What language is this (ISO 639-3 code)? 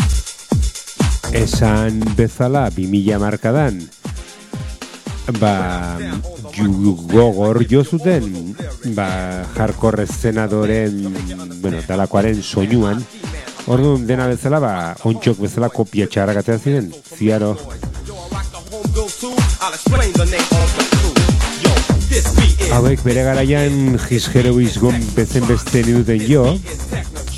eus